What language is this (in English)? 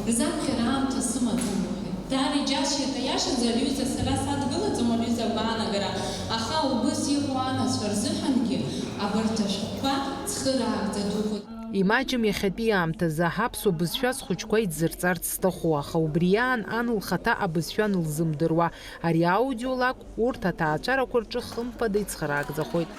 Abkhazian